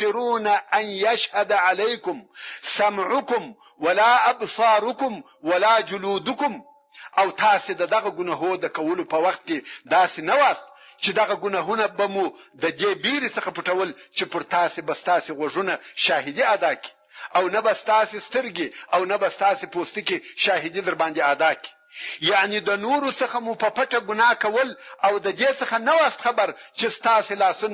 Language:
Pashto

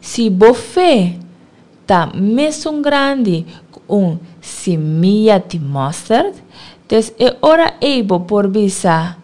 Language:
Papiamento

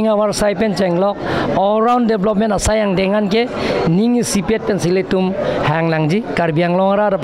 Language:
Karbi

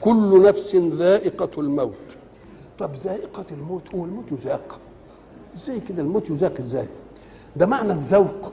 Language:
Egyptian Arabic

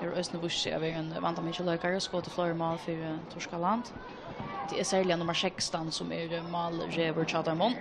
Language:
Faroese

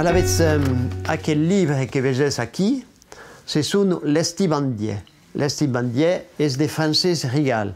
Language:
Occitan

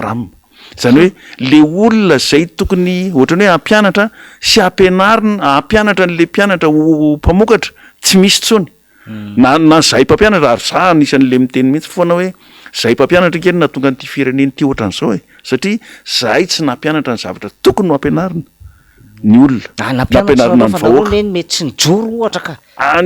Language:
Malagasy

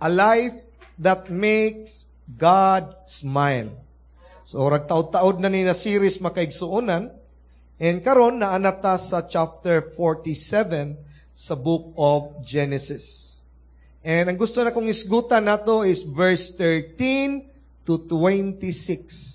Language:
Cebuano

